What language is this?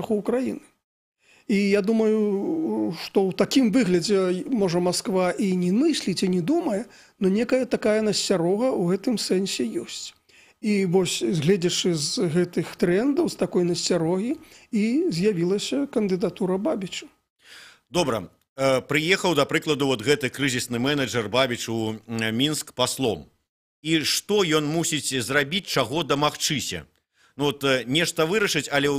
Belarusian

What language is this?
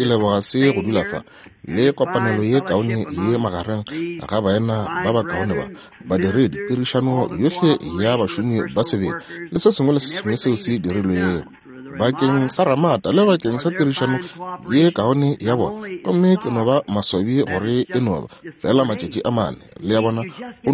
Northern Sotho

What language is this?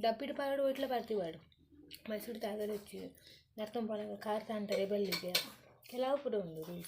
Tulu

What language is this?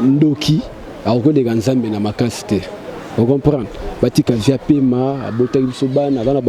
Lingala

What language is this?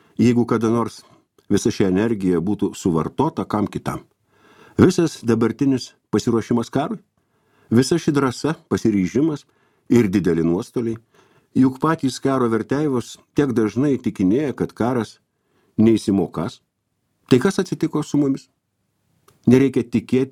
Lithuanian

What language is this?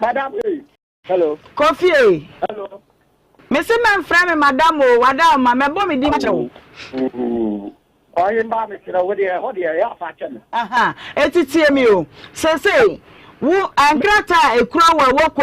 Akan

